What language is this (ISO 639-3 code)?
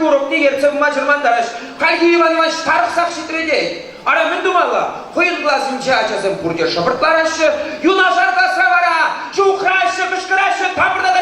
chv